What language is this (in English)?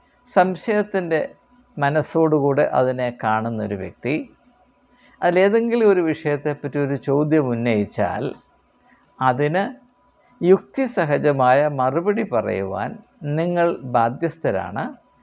Malayalam